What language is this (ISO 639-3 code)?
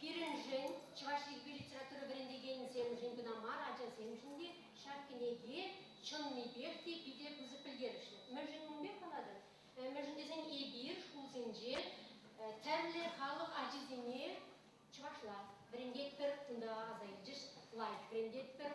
chv